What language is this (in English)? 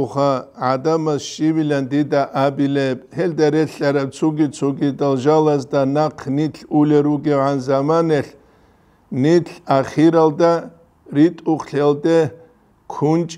Avaric